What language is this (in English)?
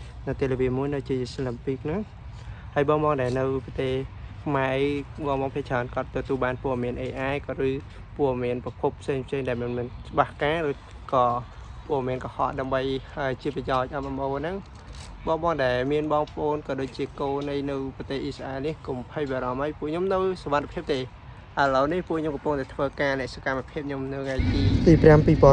Khmer